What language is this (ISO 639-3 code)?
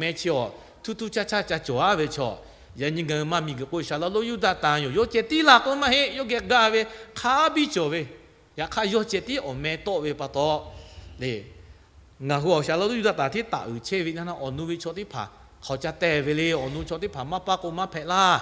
lhu